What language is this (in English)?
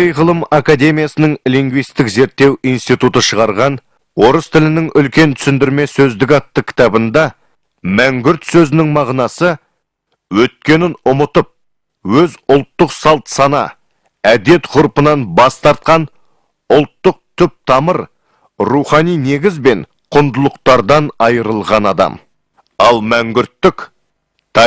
Kazakh